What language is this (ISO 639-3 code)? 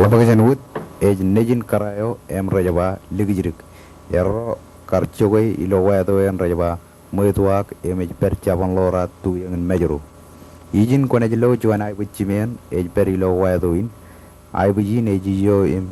mah